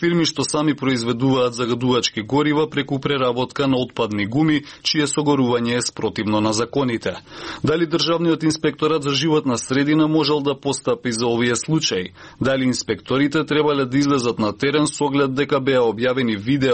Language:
Macedonian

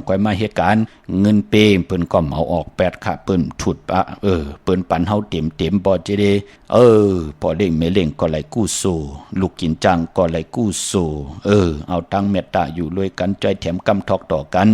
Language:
Shan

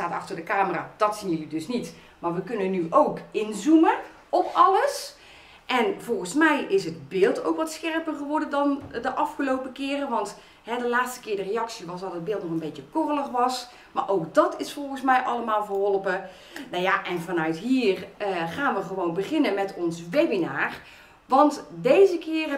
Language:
Dutch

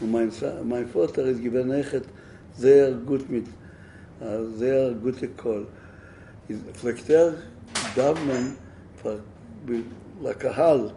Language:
Yiddish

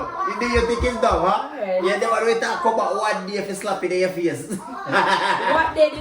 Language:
Jamaican Creole English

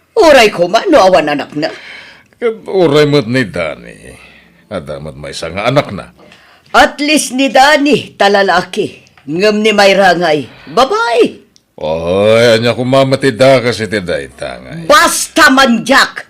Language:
Iloko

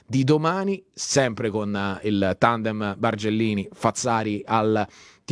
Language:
Italian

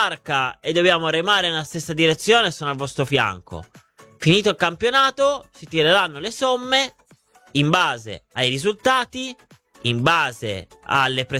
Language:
Italian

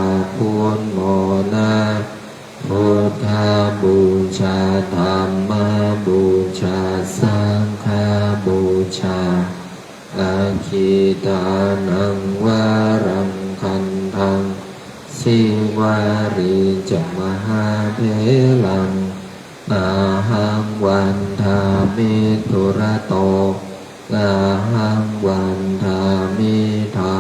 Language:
Pali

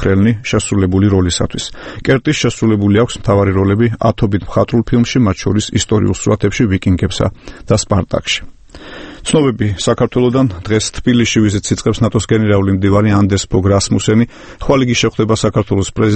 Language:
Georgian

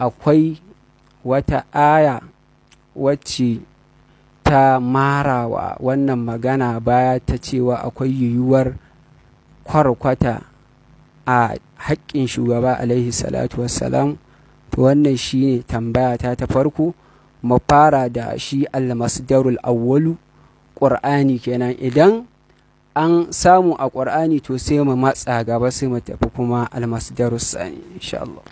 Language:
Hausa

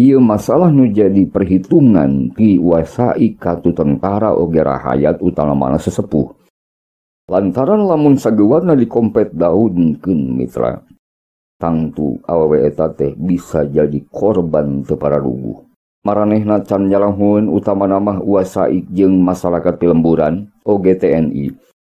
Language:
Sundanese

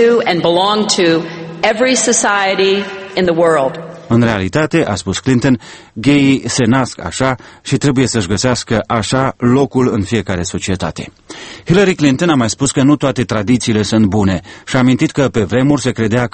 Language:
Romanian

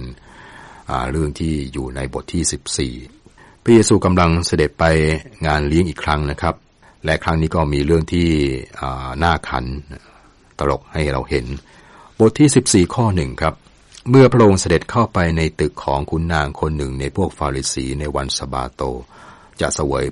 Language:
Thai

